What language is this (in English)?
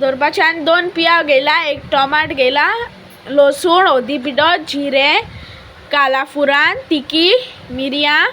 Konkani